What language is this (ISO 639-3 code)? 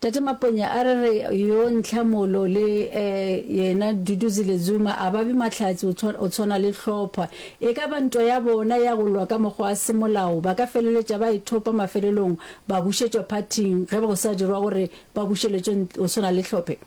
nso